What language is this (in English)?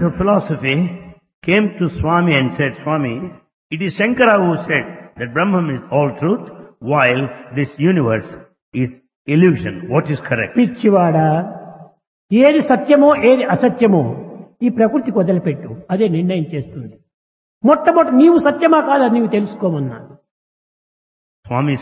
Telugu